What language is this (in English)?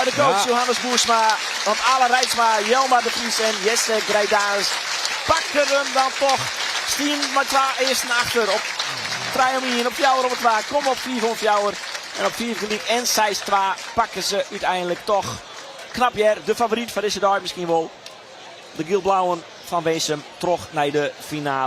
Western Frisian